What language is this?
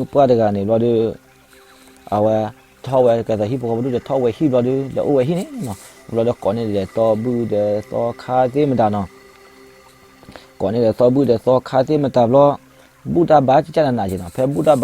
S'gaw Karen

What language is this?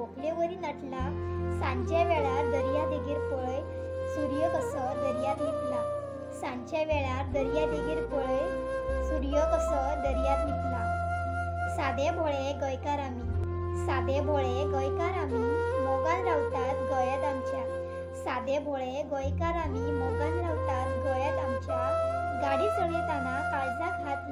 Konkani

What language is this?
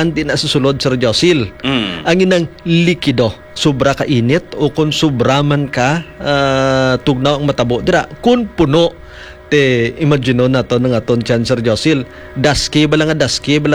Hiligaynon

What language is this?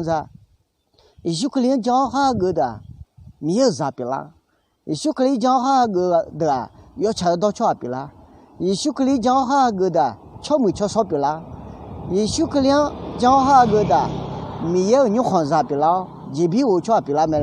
Akha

